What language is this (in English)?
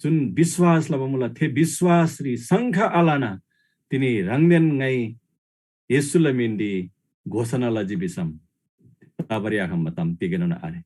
Eastern Tamang